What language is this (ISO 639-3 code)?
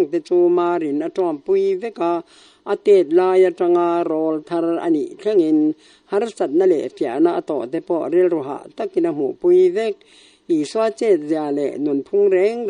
lus